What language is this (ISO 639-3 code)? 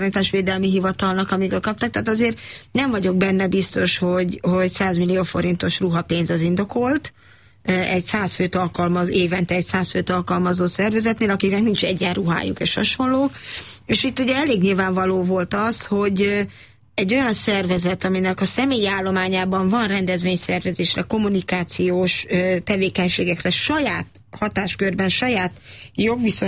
hun